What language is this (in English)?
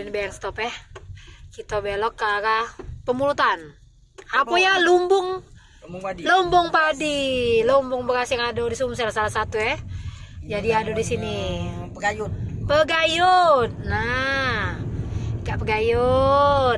Musi